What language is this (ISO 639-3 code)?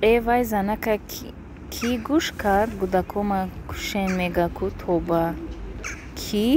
tgk